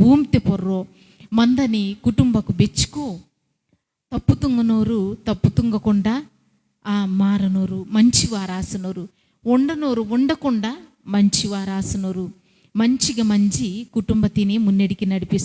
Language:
Koya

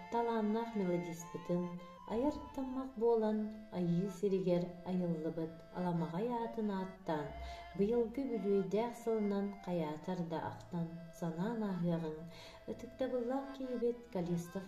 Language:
Yakut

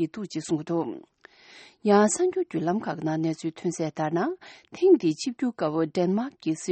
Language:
Tibetan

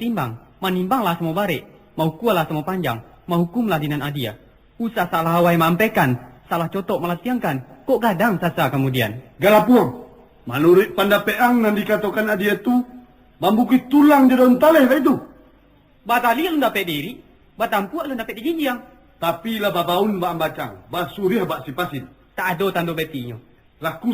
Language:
Minangkabau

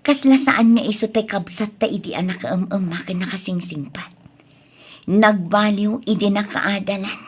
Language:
Iloko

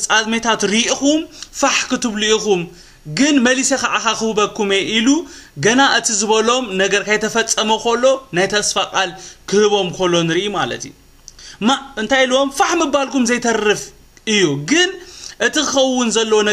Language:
Tigrinya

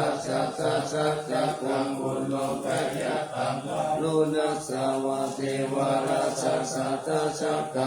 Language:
Pali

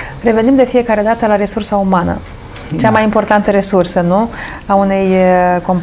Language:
Romanian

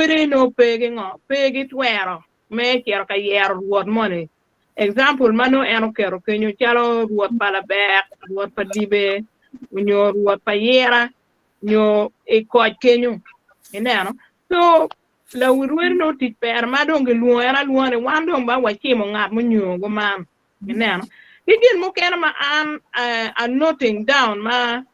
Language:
Acoli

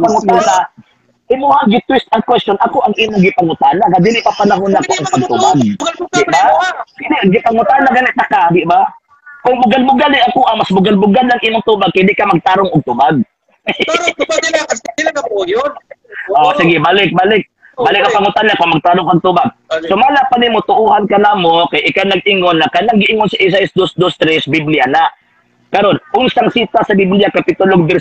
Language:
Cebuano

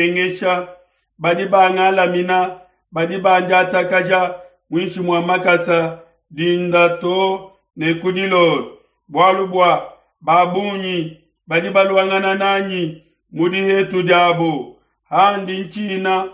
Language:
Luba-Lulua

